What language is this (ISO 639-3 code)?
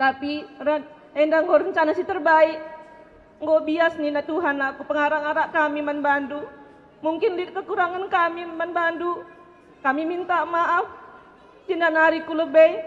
btx